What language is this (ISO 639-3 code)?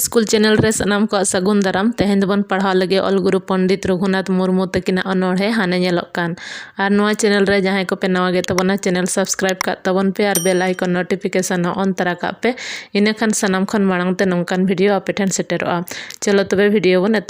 sat